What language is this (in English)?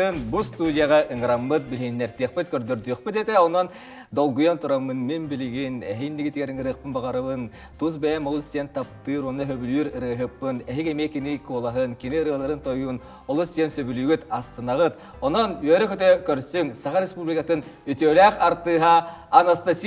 Yakut